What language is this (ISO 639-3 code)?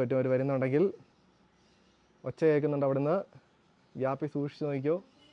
mal